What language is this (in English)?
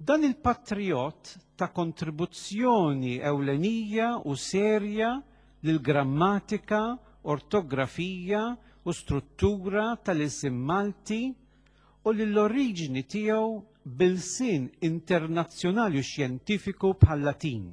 Maltese